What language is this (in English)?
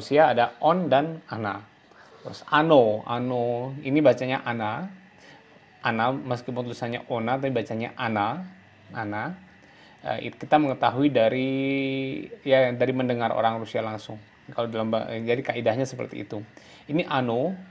Indonesian